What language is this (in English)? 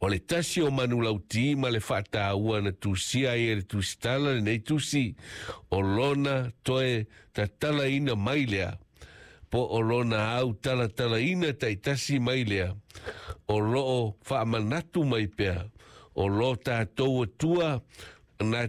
Samoan